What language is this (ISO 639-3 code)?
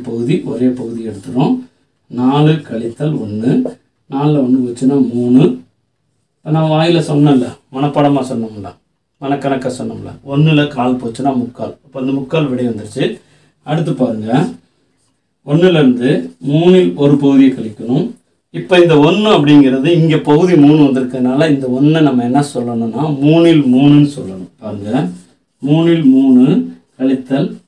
tam